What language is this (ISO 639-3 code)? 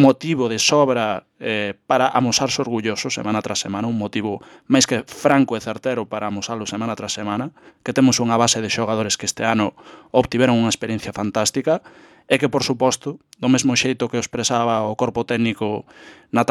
glg